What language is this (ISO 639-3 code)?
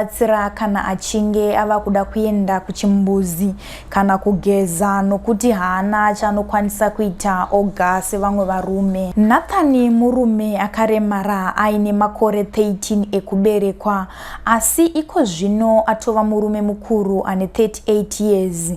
sna